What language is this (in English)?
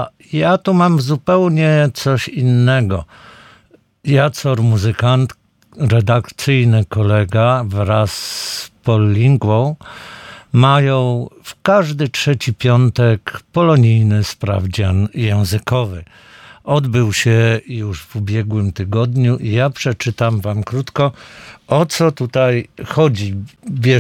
Polish